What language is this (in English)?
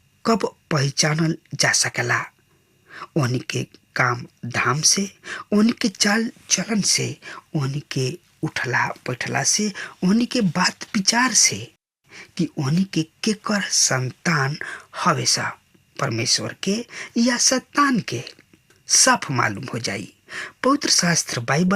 Bhojpuri